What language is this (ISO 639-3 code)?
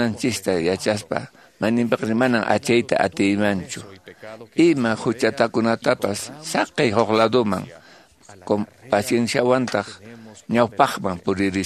que